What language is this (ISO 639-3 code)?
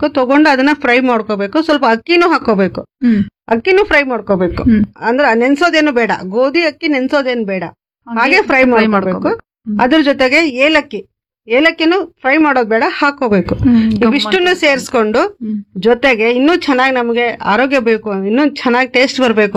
kan